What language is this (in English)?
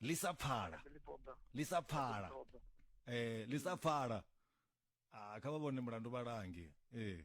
Venda